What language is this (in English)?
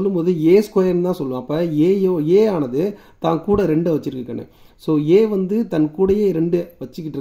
Tamil